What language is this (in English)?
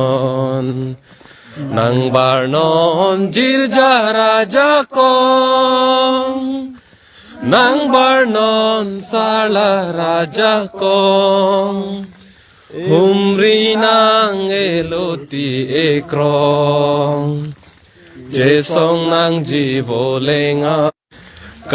Karbi